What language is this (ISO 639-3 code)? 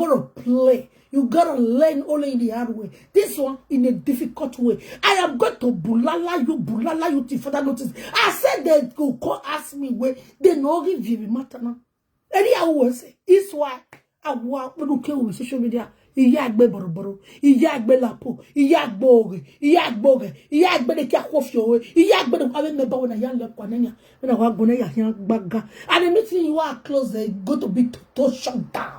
pcm